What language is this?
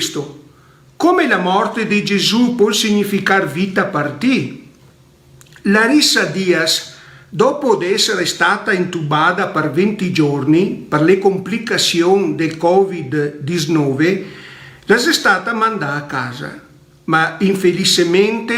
Venetian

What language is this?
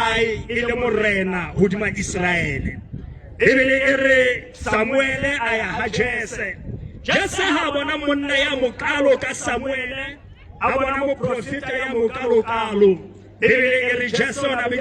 Southern Sotho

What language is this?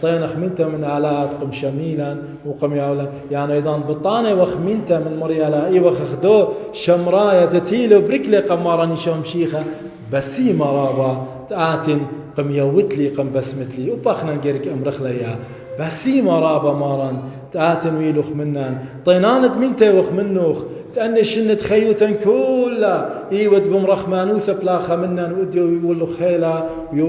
Assyrian Neo-Aramaic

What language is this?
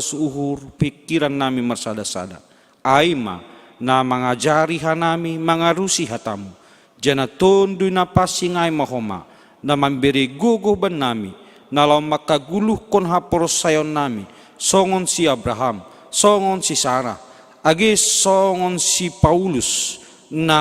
Batak Simalungun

